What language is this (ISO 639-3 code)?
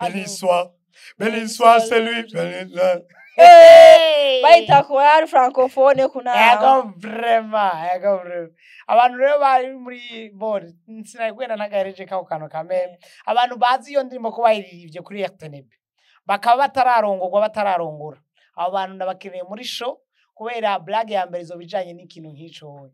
run